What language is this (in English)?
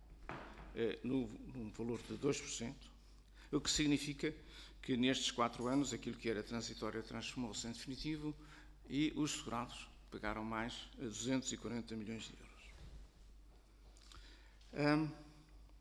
Portuguese